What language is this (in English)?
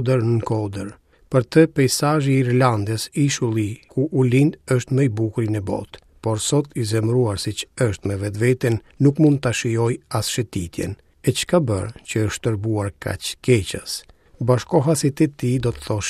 Albanian